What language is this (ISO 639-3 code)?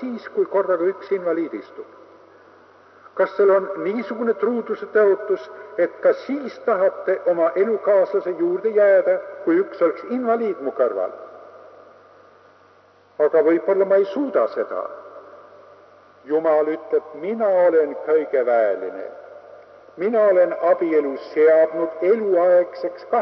est